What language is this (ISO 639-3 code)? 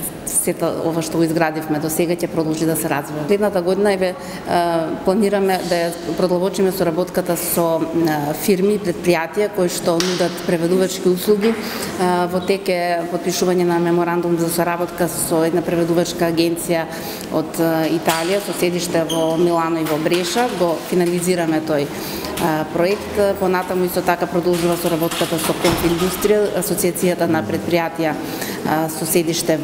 mkd